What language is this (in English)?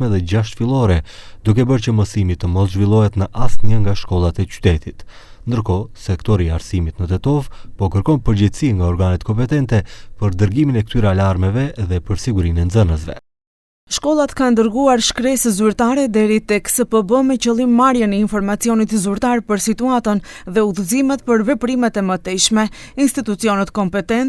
Albanian